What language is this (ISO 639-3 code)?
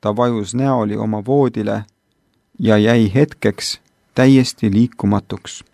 est